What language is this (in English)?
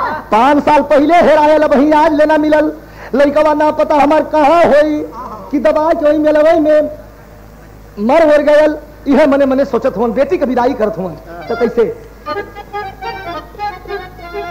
Bhojpuri